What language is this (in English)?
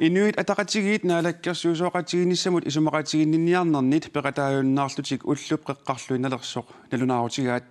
Kalaallisut